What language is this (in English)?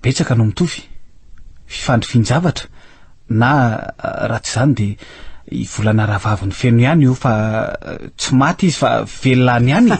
Malagasy